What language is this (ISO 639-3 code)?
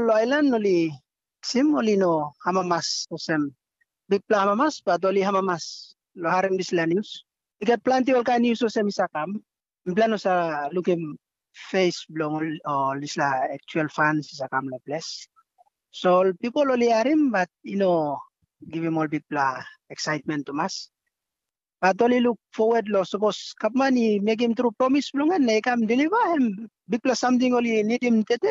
tpi